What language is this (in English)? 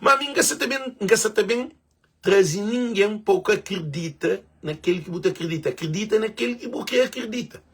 Kabuverdianu